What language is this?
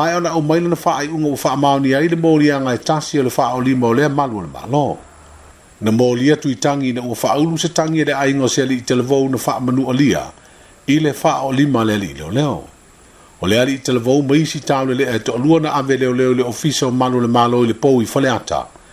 Samoan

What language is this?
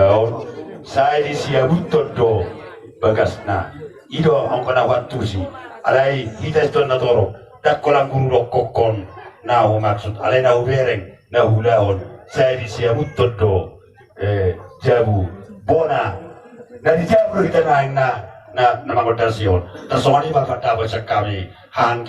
Batak Toba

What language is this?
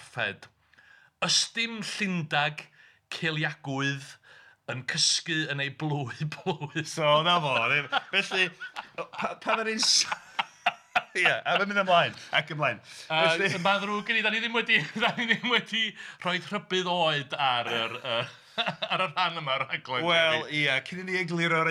Welsh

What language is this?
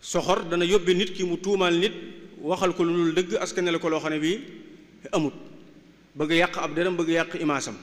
Wolof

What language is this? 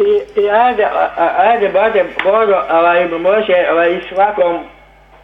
Serbian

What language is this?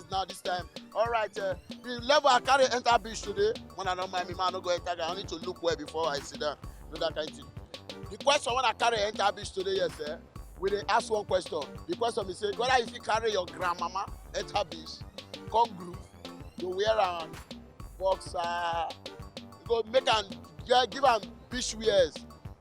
Nigerian Pidgin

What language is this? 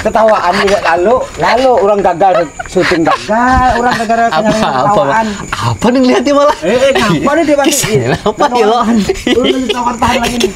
Banjar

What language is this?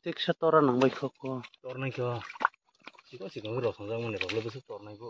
Kok Borok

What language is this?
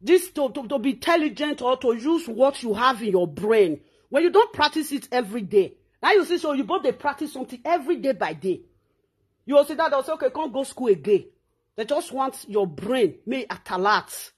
Nigerian Pidgin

